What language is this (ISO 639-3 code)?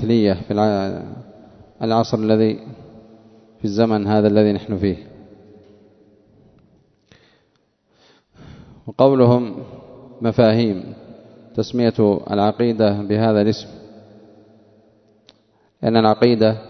ara